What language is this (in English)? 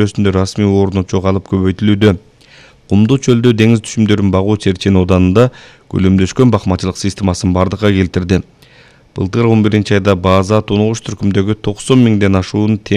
Kyrgyz